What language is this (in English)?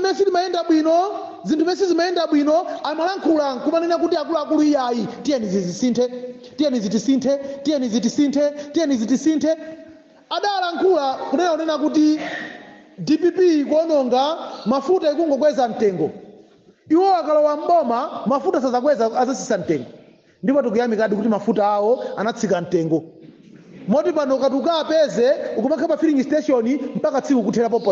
Nyanja